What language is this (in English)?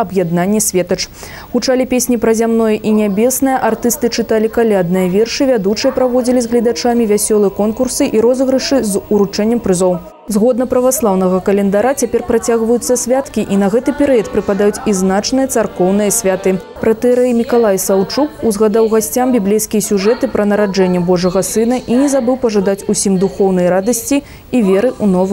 Belarusian